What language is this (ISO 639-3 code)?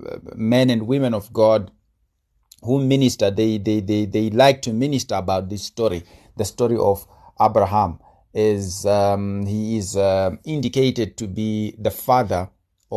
eng